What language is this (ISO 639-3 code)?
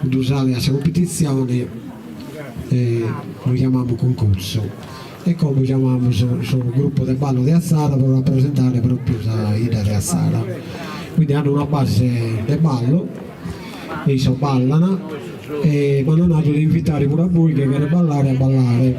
srd